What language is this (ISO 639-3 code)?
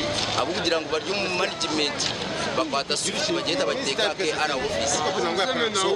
nyn